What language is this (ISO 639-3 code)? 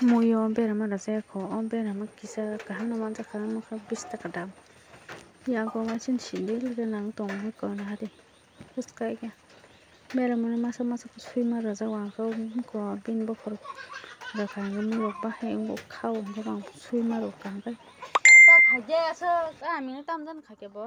trp